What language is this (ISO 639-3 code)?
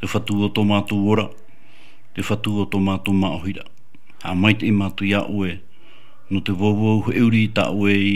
tah